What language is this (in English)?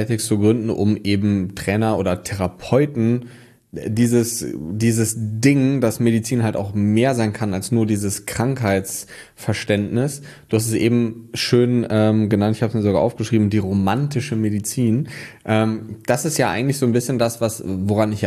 German